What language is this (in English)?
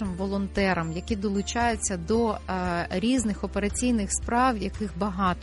Ukrainian